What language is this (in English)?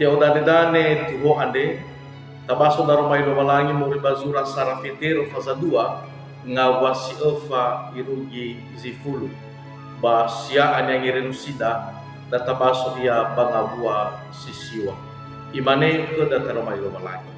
Nias